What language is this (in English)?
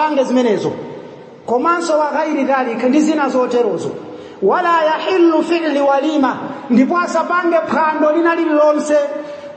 Nyanja